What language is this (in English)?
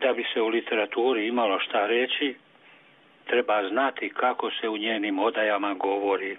Serbian